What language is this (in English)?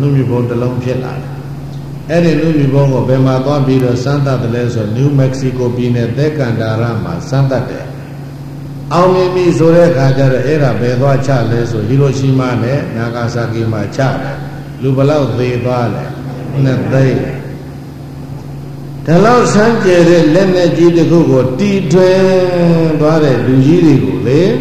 Burmese